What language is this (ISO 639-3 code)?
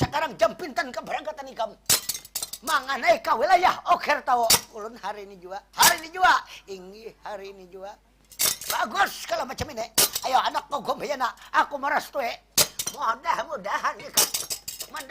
bjn